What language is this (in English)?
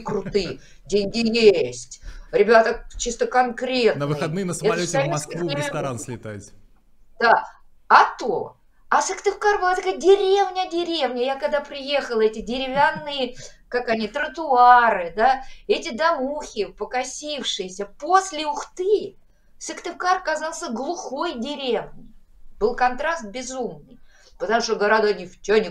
Russian